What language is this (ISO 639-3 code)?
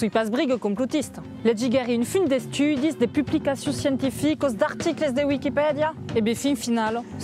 oci